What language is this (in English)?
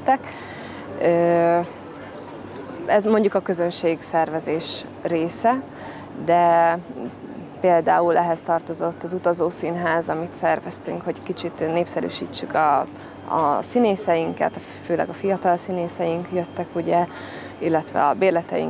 Hungarian